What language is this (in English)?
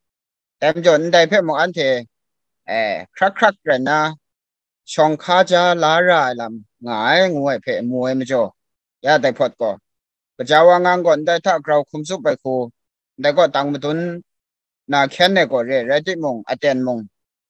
Kachin